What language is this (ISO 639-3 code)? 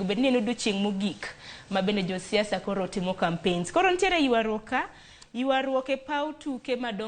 luo